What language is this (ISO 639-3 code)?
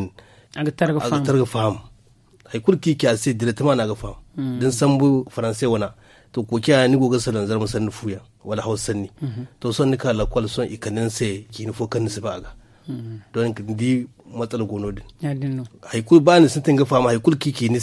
dje